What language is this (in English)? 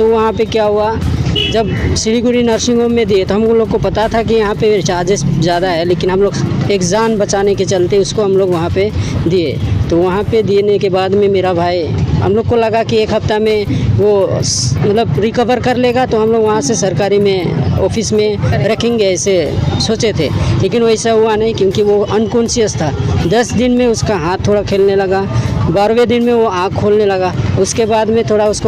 Sadri